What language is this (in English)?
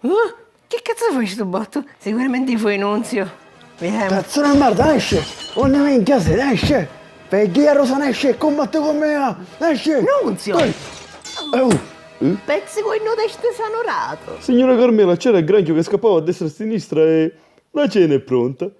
Sicilian